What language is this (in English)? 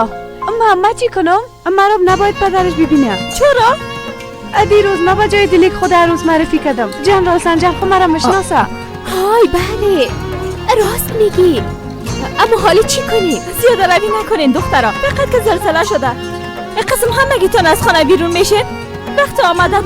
Persian